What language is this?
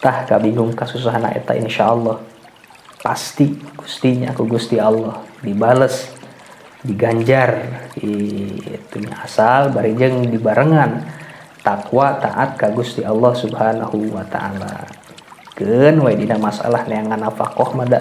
Sundanese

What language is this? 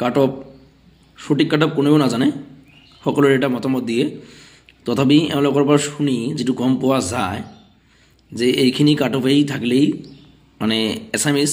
Assamese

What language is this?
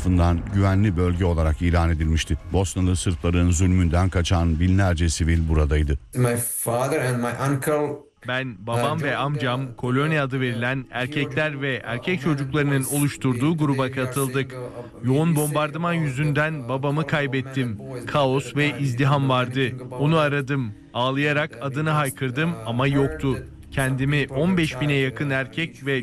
Turkish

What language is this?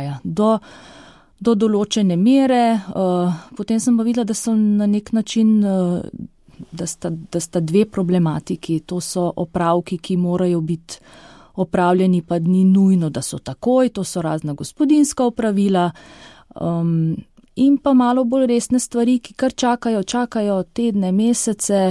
Slovenian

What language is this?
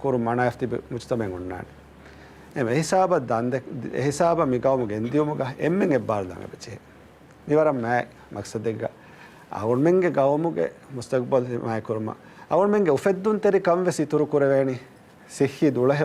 Divehi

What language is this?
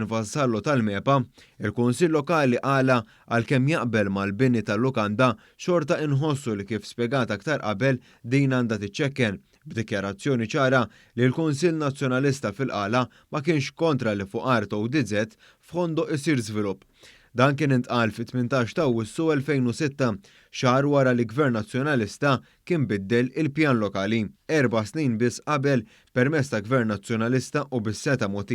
Maltese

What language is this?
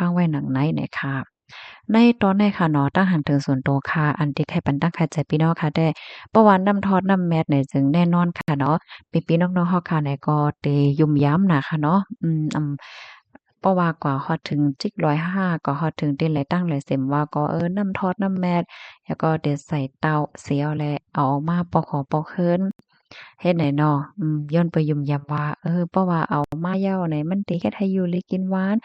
Shan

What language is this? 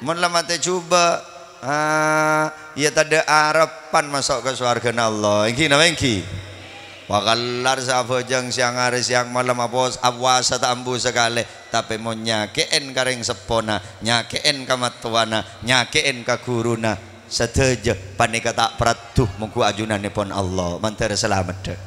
Madurese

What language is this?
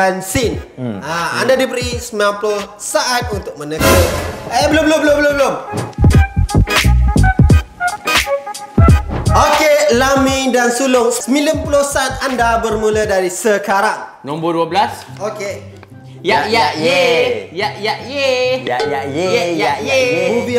Malay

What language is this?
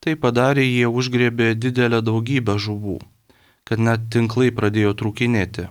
Lithuanian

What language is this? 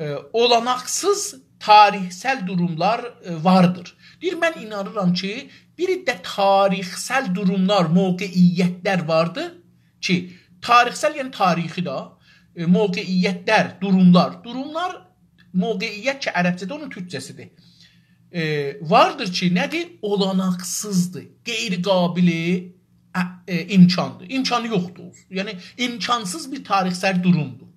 South Azerbaijani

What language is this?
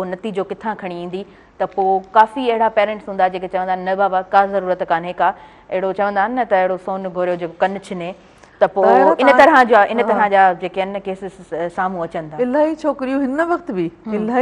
Sindhi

